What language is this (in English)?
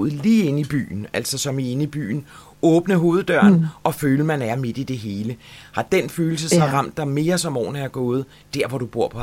Danish